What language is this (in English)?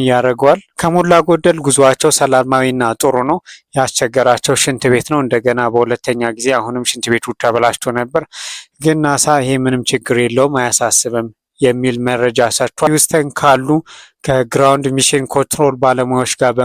Amharic